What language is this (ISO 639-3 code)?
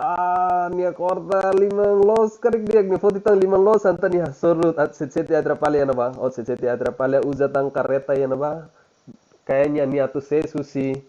tet